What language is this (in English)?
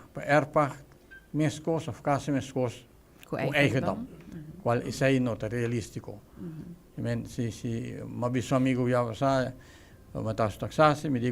Papiamento